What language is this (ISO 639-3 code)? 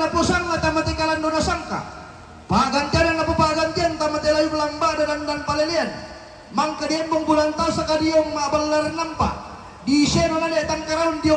sda